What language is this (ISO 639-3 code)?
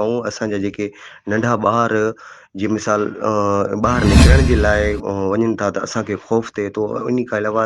snd